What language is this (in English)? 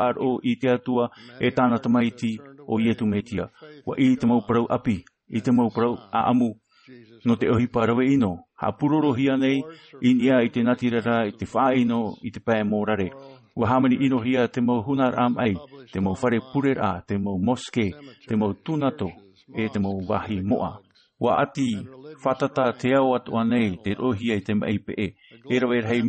Tahitian